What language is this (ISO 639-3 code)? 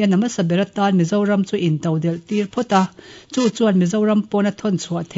lus